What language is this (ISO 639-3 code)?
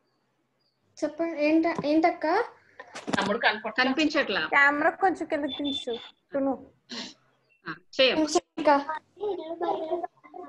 tel